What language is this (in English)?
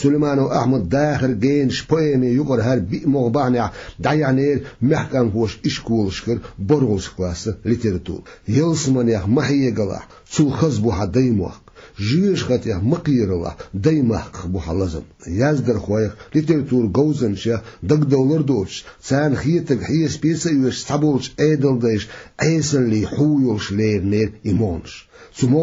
Chechen